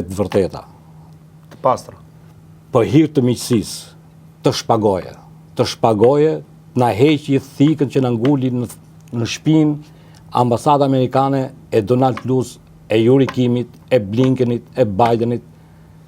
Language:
Albanian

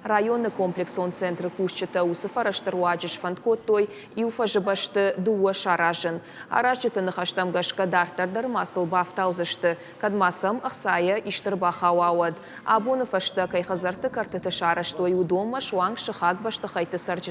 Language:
Ossetic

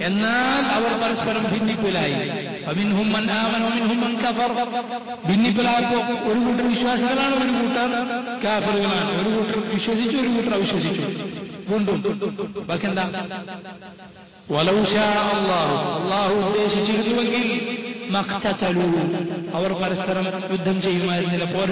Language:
Malayalam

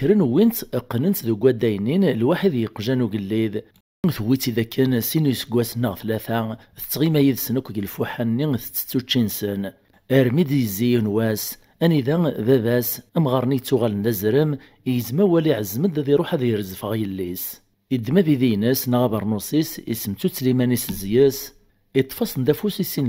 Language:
Kabyle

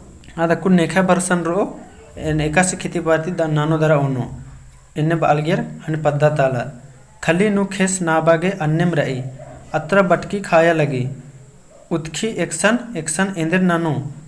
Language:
Kurukh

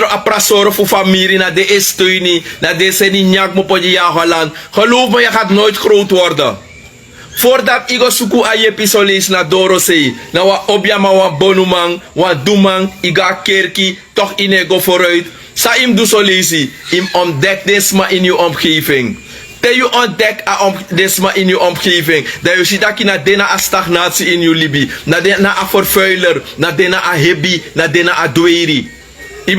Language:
Sranan Tongo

